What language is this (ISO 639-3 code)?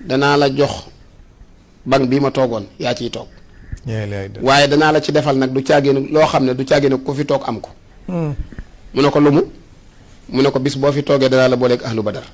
wol